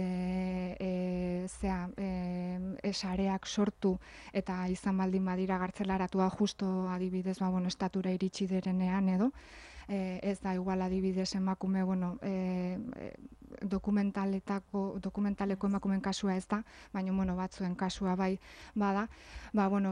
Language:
Basque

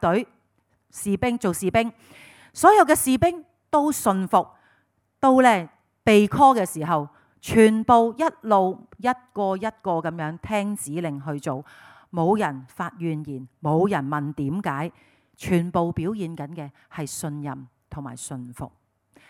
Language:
Cantonese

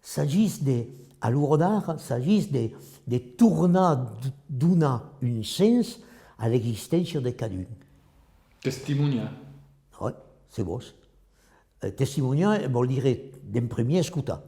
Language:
Occitan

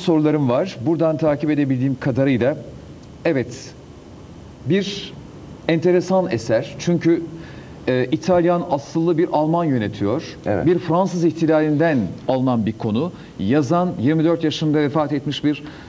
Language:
Turkish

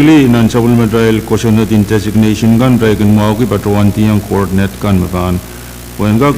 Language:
Pohnpeian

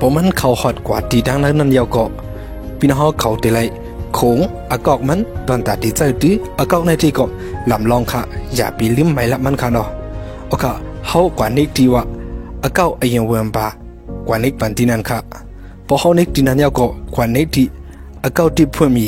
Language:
Shan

